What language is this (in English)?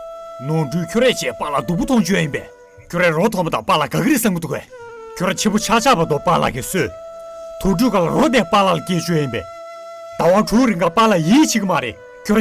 Tibetan